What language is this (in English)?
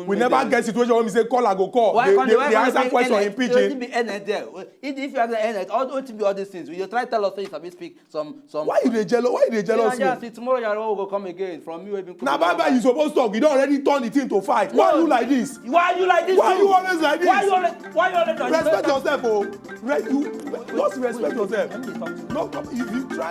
Nigerian Pidgin